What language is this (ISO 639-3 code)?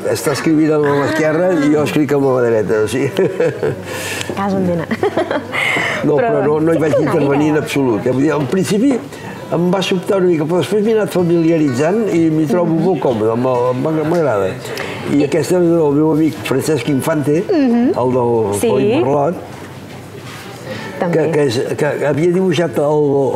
cat